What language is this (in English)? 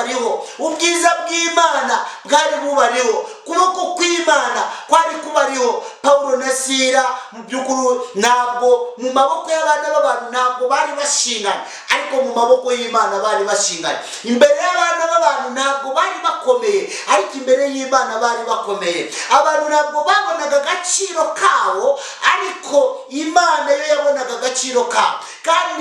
Kinyarwanda